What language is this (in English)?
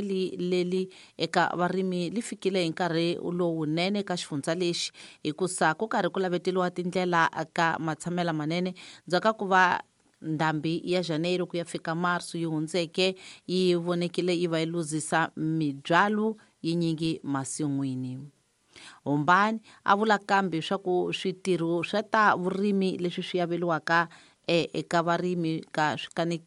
Tsonga